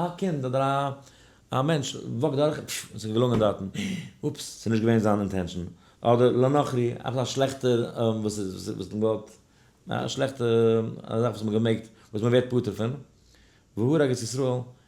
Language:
Yiddish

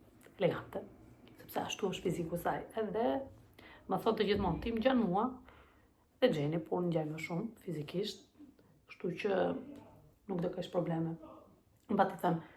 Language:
Albanian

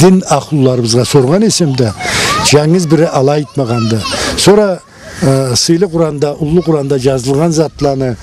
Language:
Karachay-Balkar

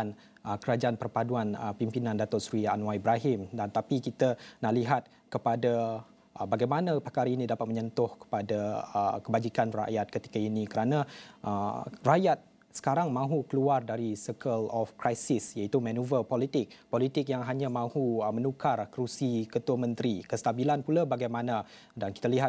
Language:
Malay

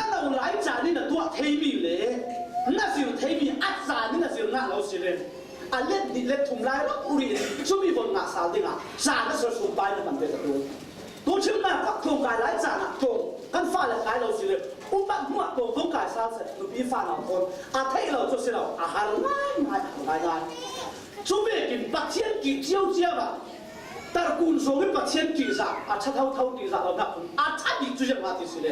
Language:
Falam Chin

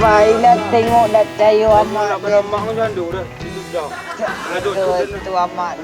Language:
Minangkabau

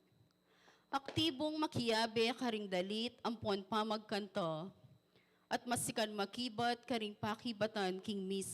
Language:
Pampanga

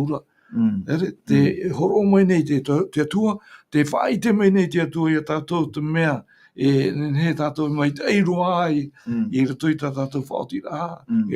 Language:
Tahitian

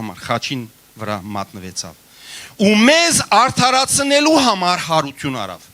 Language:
Western Armenian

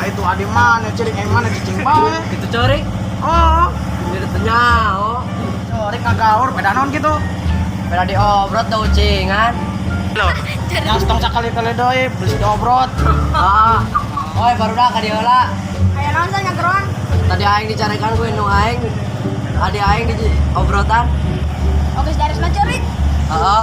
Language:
Sundanese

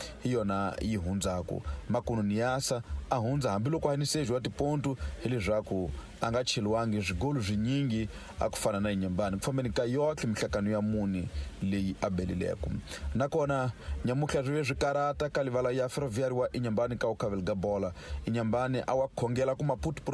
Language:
Tsonga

